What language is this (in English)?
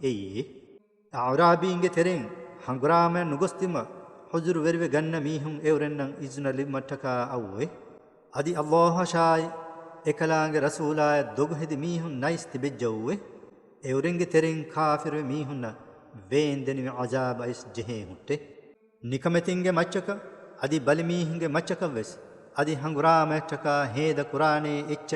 Divehi